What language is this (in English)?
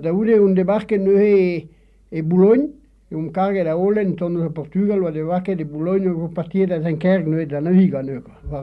Breton